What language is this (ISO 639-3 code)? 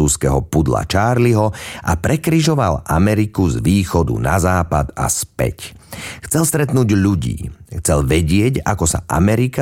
slk